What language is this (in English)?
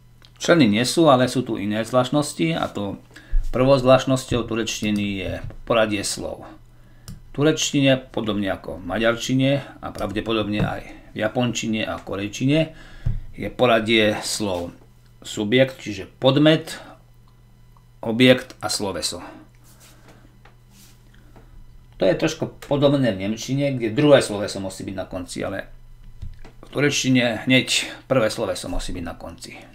Slovak